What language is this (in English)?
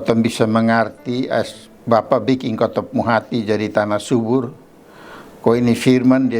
Kupang Malay